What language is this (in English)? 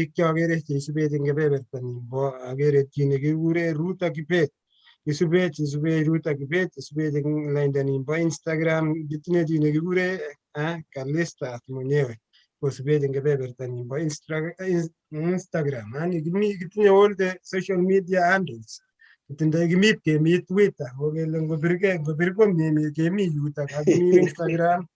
Kalenjin